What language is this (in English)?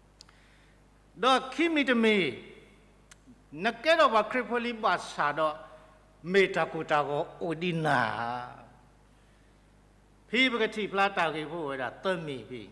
S'gaw Karen